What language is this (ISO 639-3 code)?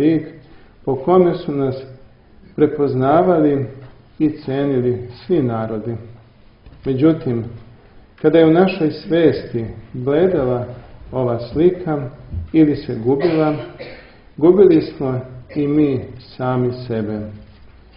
srp